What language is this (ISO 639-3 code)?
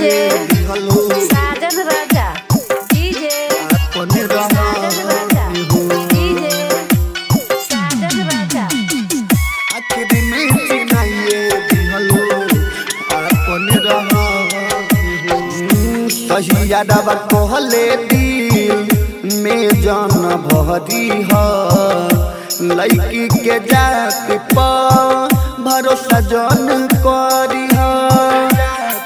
bho